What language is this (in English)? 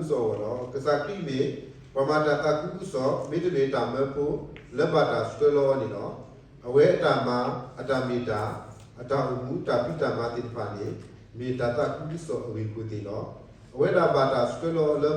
S'gaw Karen